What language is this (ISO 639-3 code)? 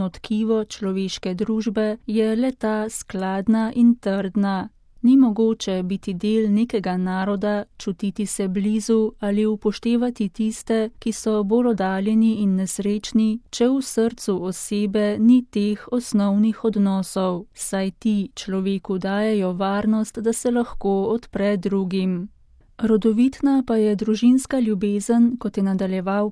slv